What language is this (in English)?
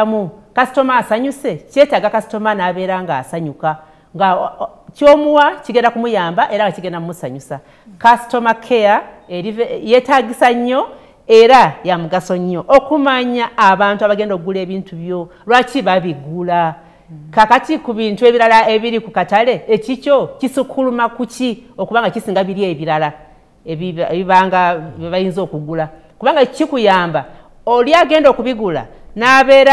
Ganda